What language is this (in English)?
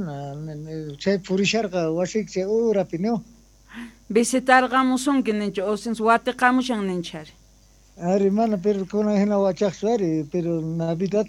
South Bolivian Quechua